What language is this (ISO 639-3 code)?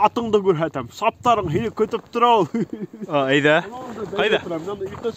bak